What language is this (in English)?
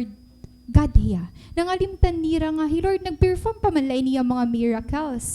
Waray